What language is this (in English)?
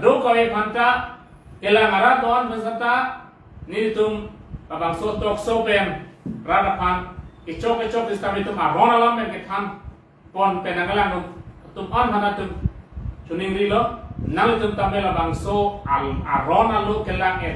Karbi